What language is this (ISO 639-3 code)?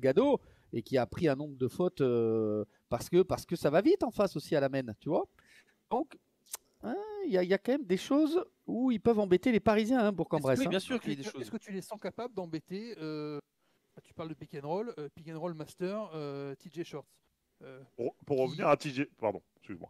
fra